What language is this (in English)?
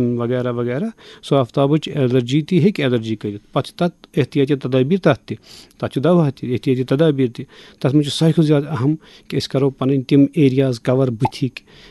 Kashmiri